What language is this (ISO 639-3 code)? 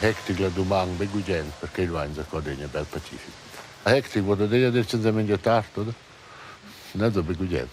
roh